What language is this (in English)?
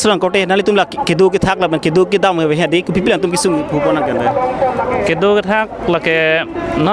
Karbi